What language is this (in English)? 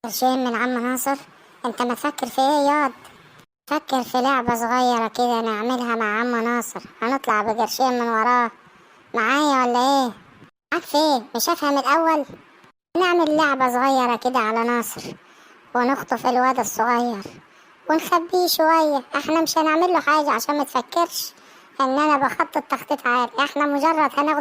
Egyptian Arabic